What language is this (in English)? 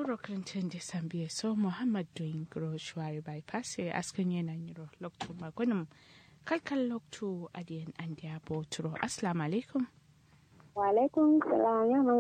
Kanuri